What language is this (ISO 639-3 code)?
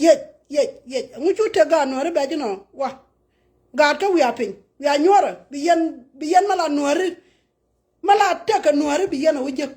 nus